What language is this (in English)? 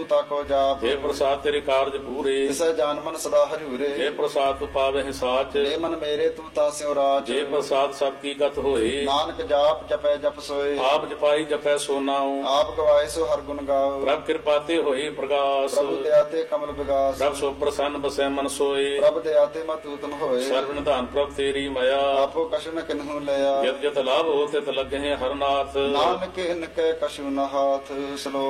Punjabi